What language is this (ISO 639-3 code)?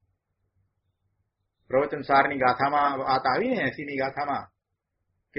guj